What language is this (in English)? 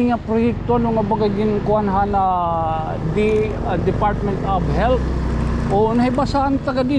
Waray